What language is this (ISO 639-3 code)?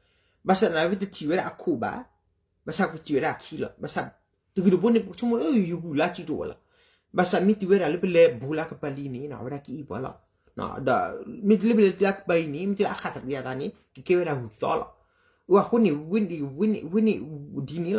ksw